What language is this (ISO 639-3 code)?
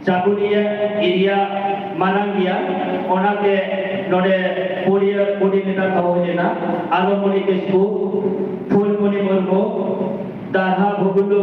sat